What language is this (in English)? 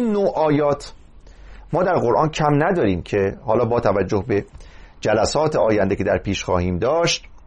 Persian